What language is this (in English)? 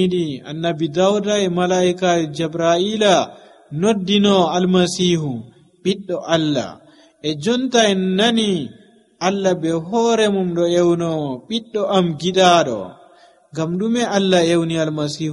Nigerian Fulfulde